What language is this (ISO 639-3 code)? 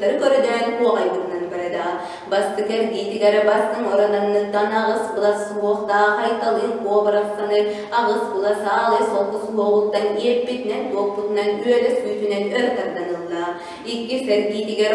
sah